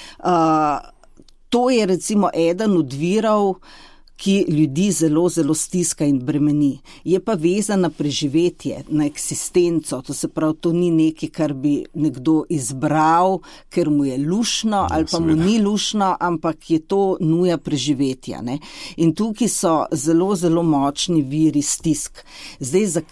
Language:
Slovenian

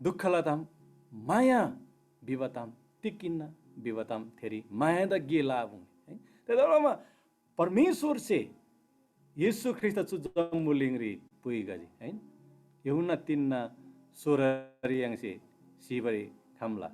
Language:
Eastern Tamang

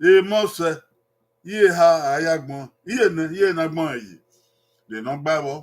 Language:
Bini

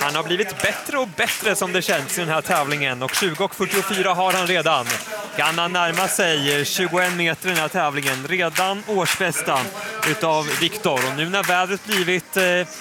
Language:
Swedish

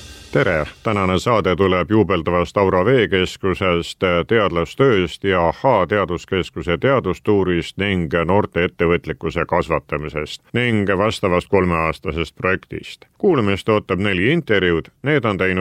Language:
Estonian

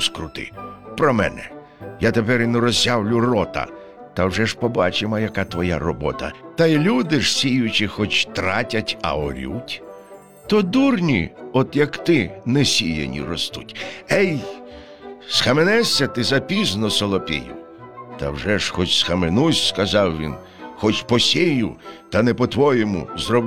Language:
Ukrainian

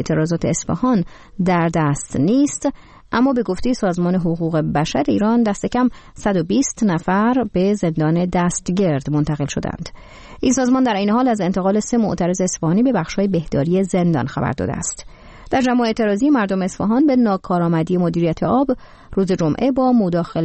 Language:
Persian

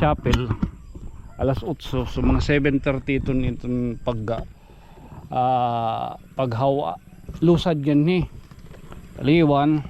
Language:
Waray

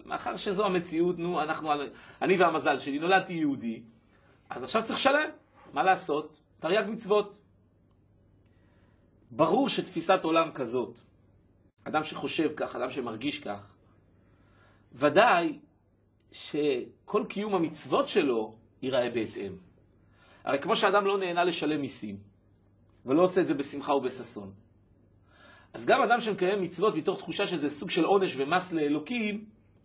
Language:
Hebrew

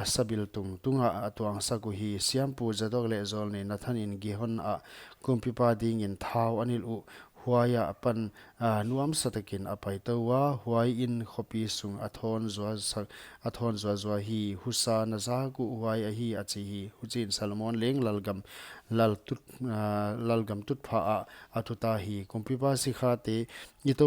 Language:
Paite Chin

